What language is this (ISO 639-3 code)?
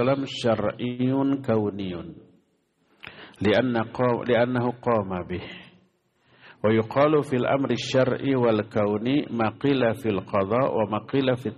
ind